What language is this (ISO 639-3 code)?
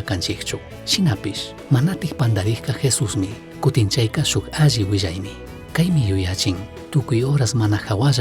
qug